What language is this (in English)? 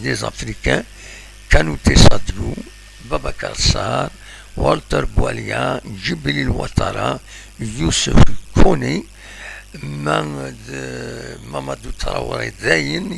Kabyle